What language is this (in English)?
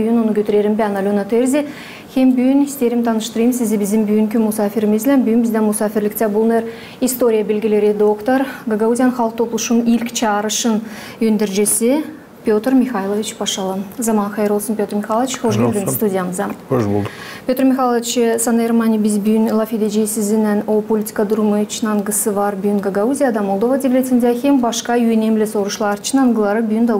Gagauz